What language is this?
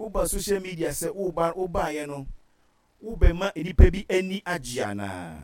Akan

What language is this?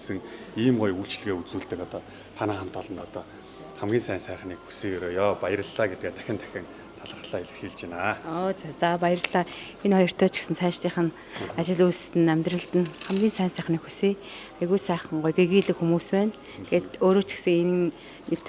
Mongolian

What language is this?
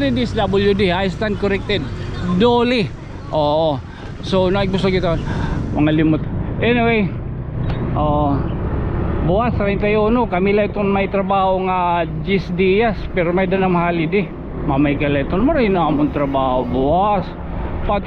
Waray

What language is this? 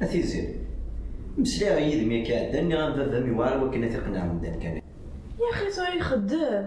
Kabyle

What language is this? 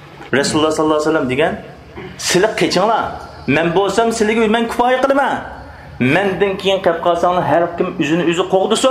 Uyghur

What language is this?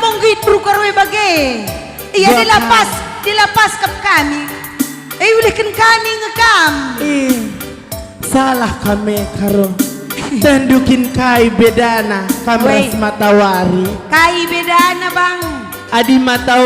Batak Karo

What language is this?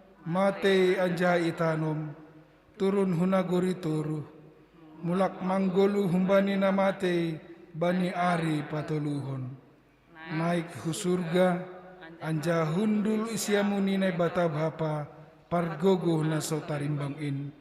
Batak Simalungun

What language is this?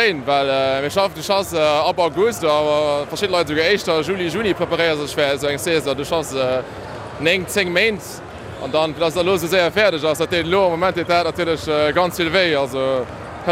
Luxembourgish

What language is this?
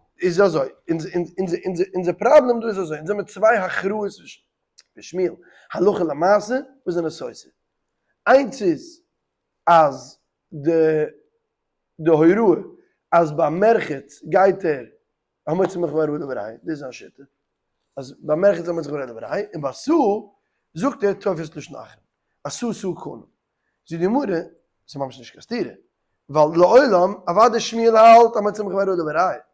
Yiddish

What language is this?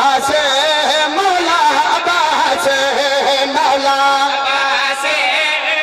Urdu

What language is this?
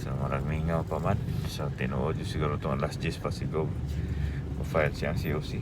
Cebuano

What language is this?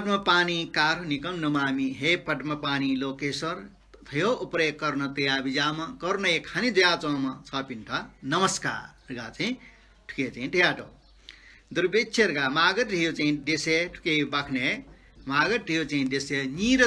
Newari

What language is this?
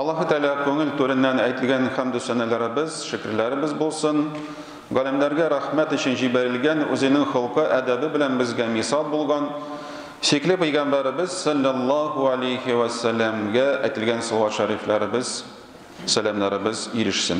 Tatar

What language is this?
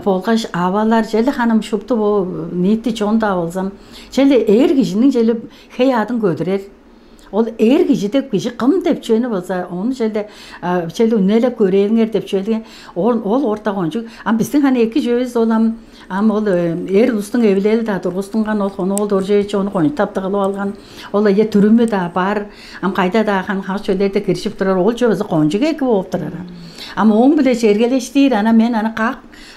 Tuvinian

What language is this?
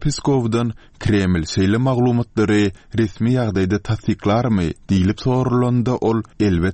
Turkmen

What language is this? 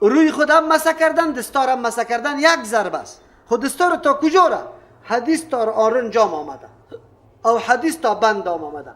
Persian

